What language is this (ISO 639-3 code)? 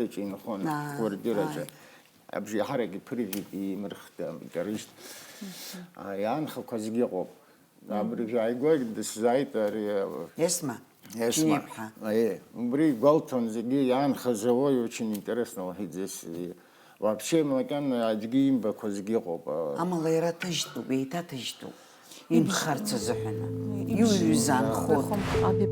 abk